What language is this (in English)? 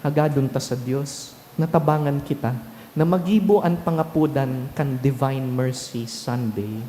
Bikol